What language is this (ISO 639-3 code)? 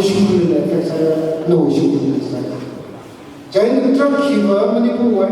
nmf